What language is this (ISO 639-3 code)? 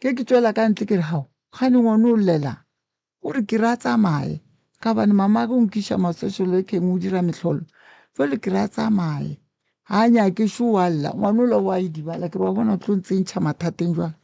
nso